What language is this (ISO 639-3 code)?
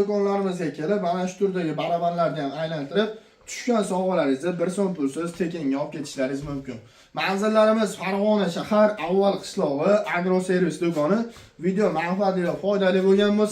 uzb